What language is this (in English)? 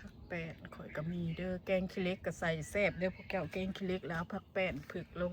Northeastern Thai